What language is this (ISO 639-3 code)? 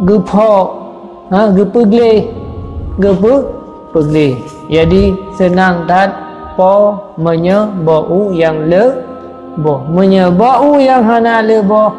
ace